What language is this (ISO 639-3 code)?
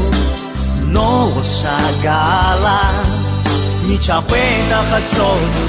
ahk